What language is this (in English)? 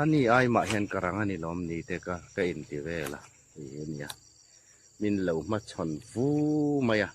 Hmar